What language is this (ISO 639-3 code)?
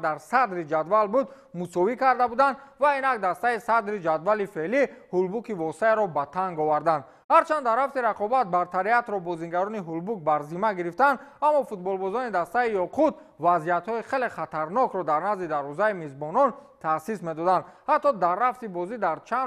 tgk